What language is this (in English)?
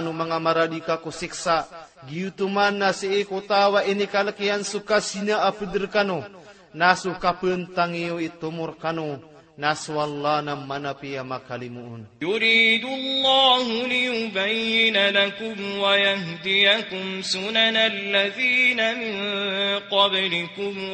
Maranao